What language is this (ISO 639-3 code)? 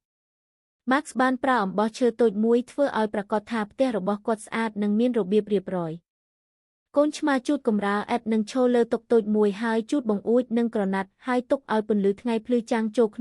khm